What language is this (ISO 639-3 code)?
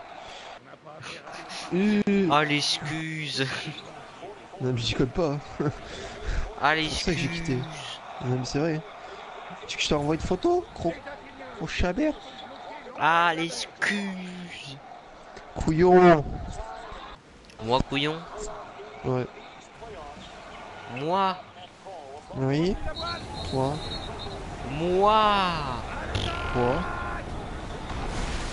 fra